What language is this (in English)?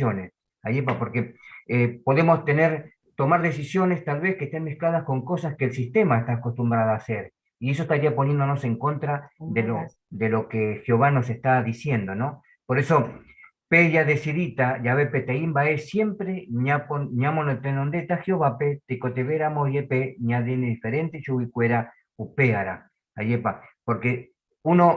Guarani